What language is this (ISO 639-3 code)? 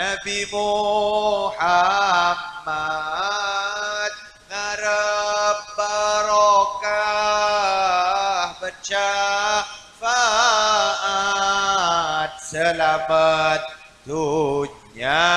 mad